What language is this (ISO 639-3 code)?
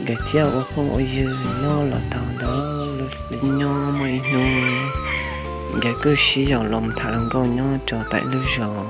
hmn